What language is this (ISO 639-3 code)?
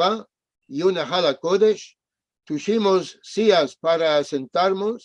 lad